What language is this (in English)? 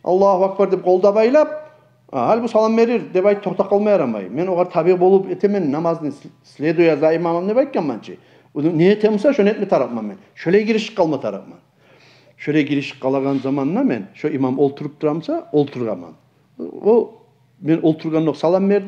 Kumyk